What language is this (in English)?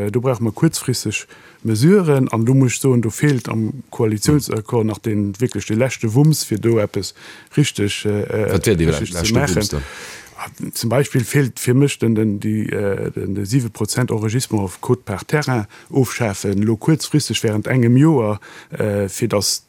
Luxembourgish